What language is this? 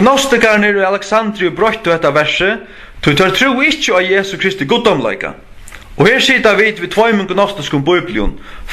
Faroese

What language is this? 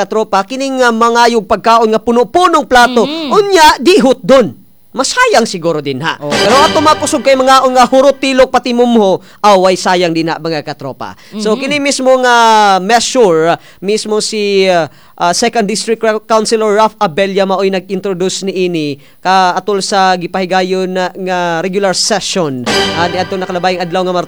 Cebuano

